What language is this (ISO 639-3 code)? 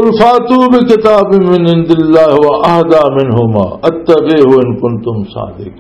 lah